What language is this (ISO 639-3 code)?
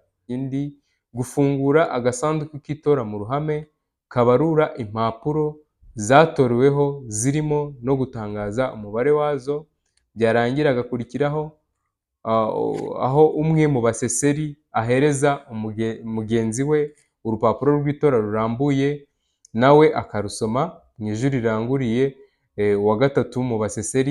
kin